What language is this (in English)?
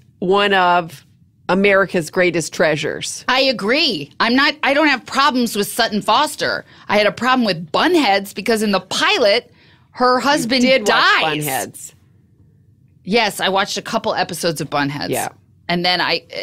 English